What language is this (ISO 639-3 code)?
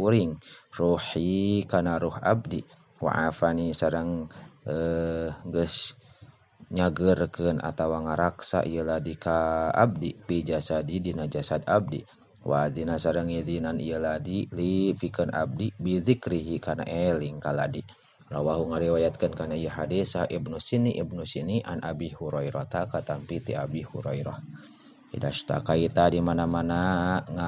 sun